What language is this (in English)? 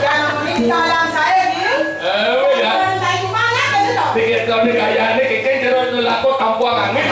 Balinese